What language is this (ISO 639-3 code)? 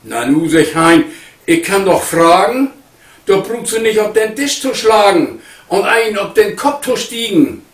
nds